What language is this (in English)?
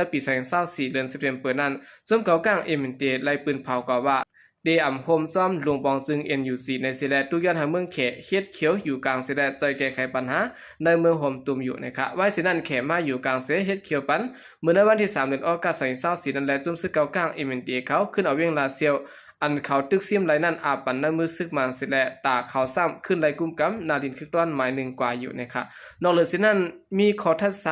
Shan